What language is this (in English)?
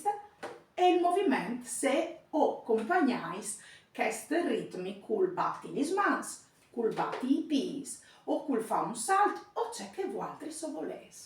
Friulian